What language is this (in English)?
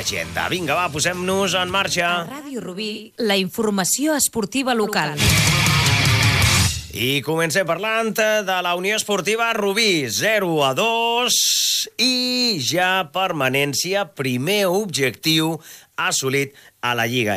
Catalan